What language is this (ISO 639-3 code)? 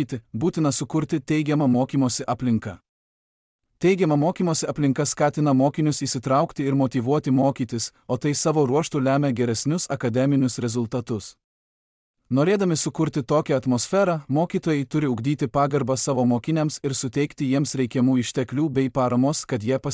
lit